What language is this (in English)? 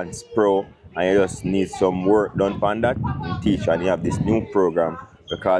Jamaican Creole English